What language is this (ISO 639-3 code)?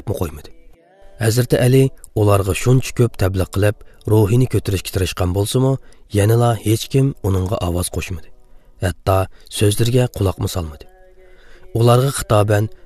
uig